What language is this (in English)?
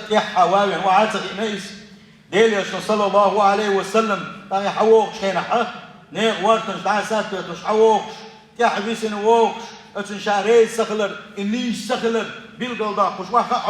Chechen